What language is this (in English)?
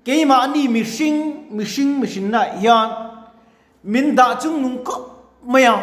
Mizo